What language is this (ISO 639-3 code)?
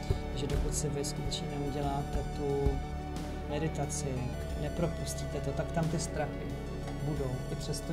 ces